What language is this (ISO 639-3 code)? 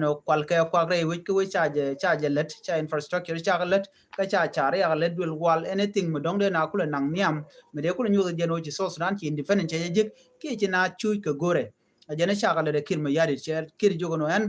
nus